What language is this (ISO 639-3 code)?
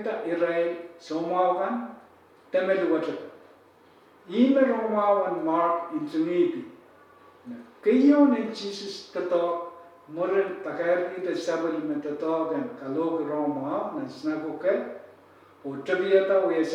pon